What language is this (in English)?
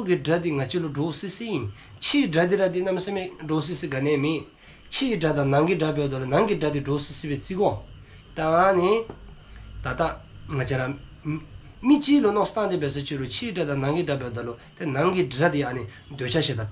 Dzongkha